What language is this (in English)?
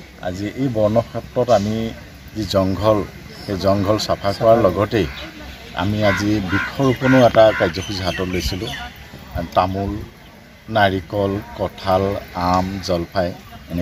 Assamese